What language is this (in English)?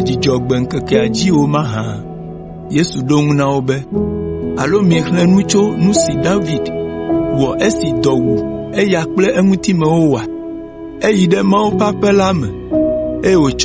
Ewe